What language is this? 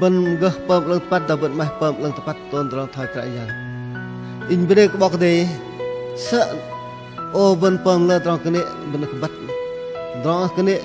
Bahnar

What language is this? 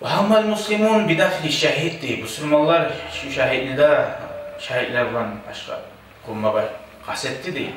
Kumyk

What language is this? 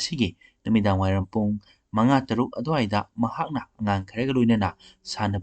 Manipuri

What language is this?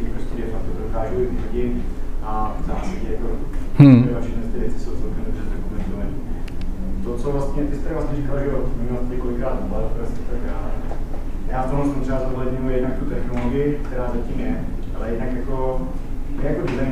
Czech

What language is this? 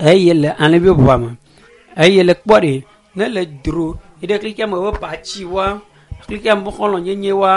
Ewe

